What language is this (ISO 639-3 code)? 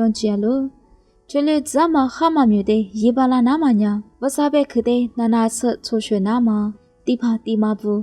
lis